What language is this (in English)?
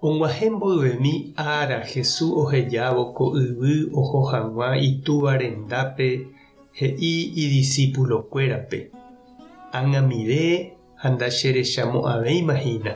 Guarani